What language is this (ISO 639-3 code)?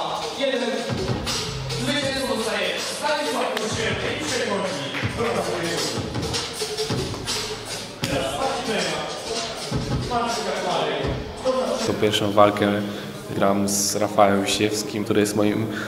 pol